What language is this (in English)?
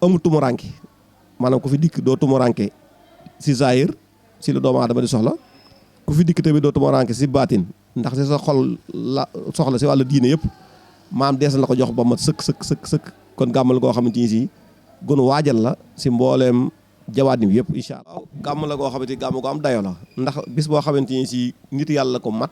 Wolof